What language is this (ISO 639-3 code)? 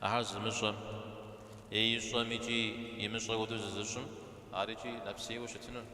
kbd